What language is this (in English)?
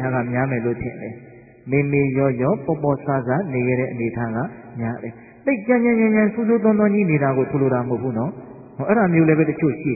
Burmese